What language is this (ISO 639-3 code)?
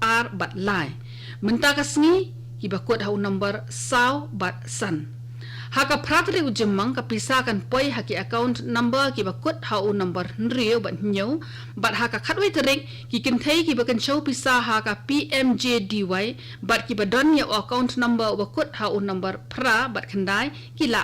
kha